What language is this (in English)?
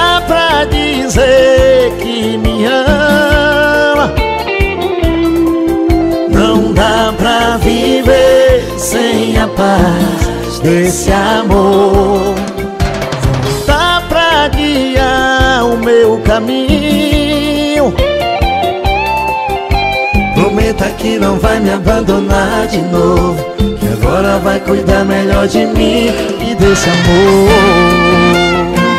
Portuguese